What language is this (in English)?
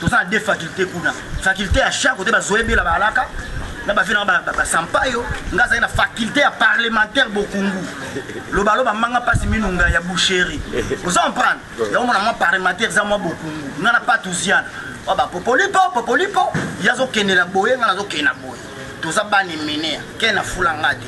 Lingala